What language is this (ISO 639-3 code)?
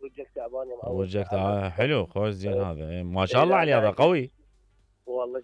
acm